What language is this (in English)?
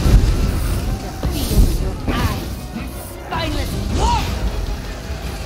English